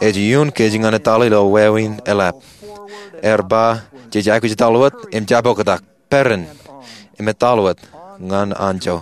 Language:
Marshallese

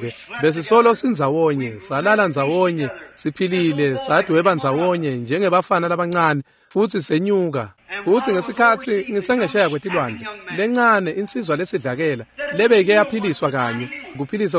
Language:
Swati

